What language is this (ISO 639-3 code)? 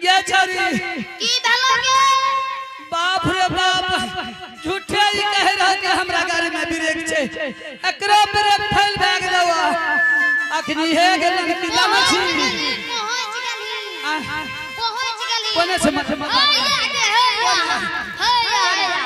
anp